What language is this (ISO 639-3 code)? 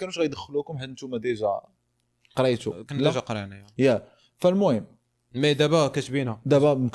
ary